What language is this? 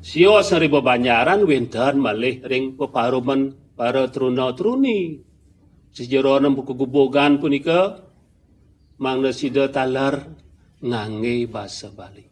Balinese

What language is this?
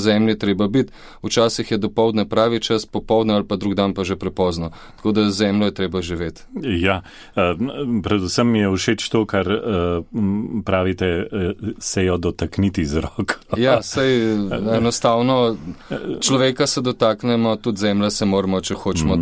Slovenian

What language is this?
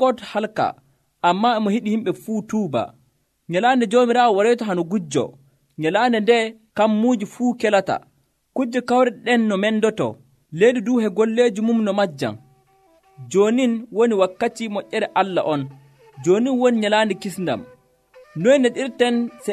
Nigerian Fulfulde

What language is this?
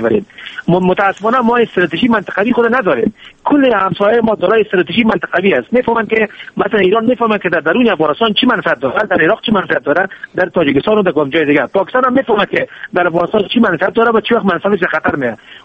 Persian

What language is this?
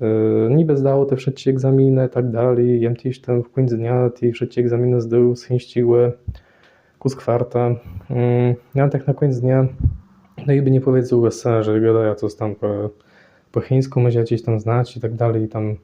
Kashubian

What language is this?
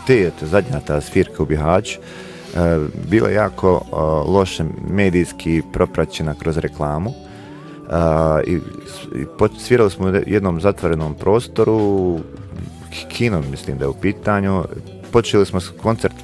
Bosnian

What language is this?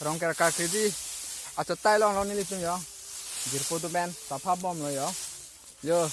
Karbi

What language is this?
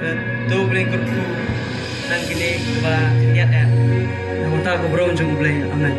Khasi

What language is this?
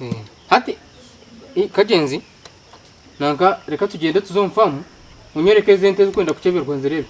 Nyankole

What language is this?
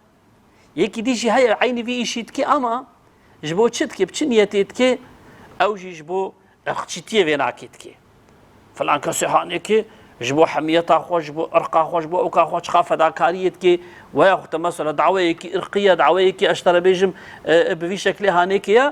Kurdish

